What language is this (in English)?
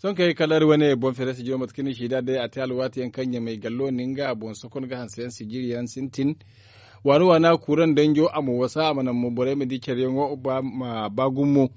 Zarma